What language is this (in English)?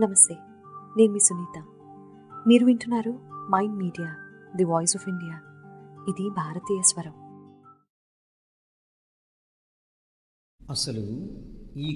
Telugu